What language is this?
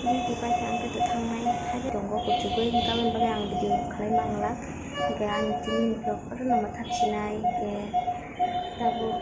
Kok Borok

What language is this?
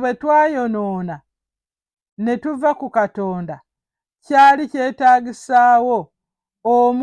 Ganda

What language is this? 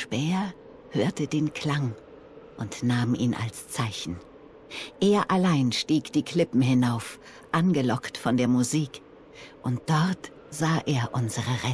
Swiss German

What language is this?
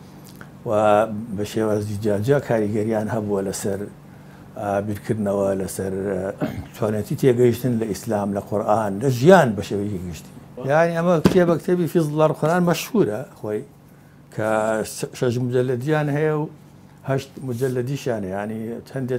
Central Kurdish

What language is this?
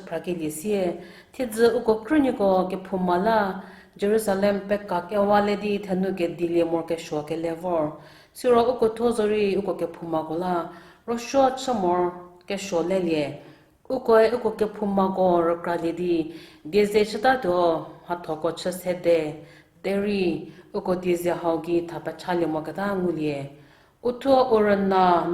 Angami Naga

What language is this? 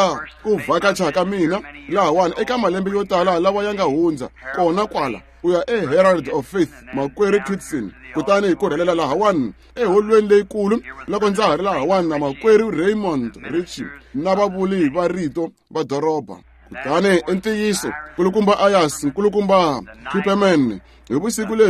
Tsonga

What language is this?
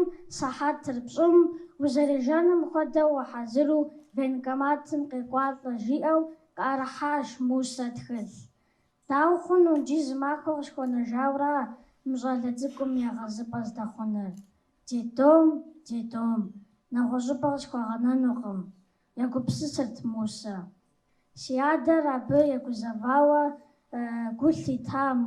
Kabardian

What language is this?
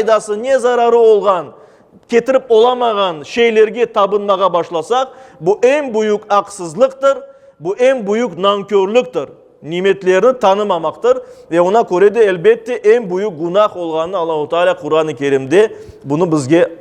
Crimean Tatar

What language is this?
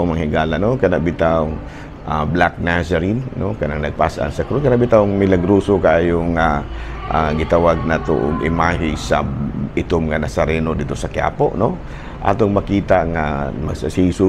Cebuano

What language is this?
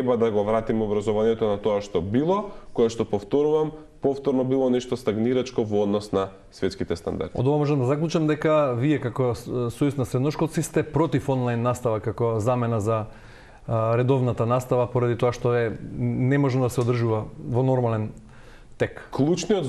Macedonian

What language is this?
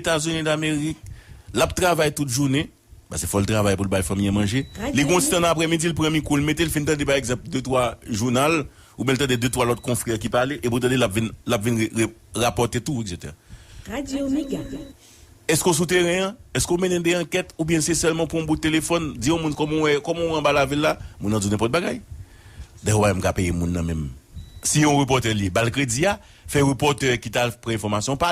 Haitian Creole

